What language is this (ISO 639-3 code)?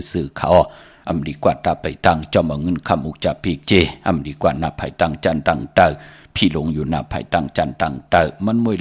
shn